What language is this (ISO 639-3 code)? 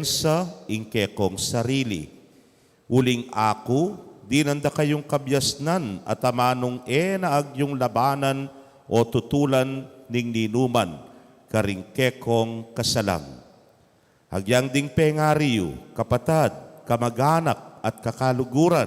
pam